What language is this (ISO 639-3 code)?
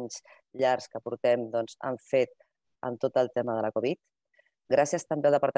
cat